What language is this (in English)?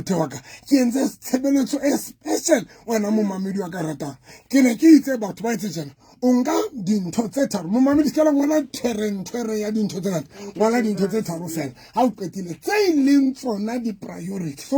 Southern Sotho